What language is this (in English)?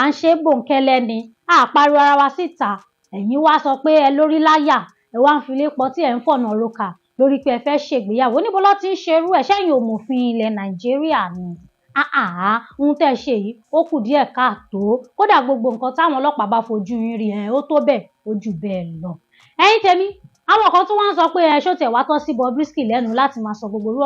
Yoruba